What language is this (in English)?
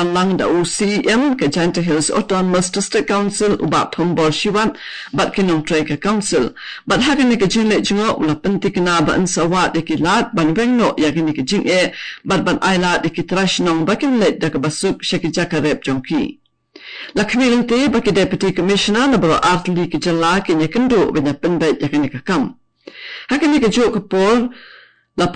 Khasi